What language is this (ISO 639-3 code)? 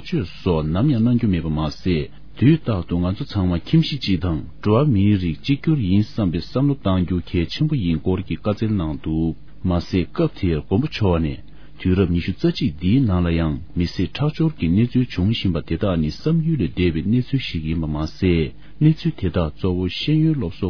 bod